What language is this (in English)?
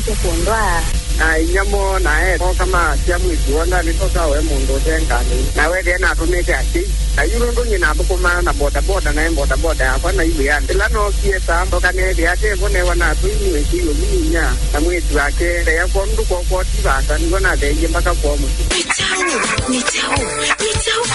Kamba